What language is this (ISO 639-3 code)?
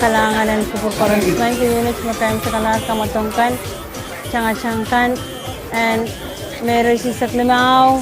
pon